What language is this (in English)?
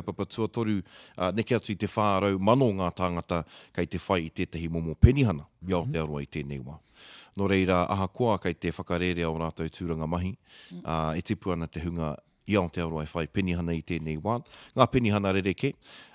Māori